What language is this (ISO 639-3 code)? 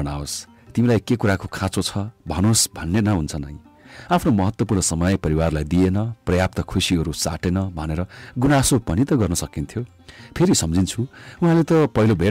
nep